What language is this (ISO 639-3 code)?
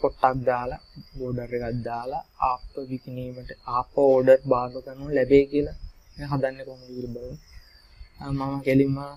sin